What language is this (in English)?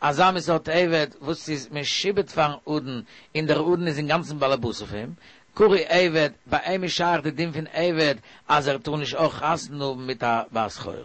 Yiddish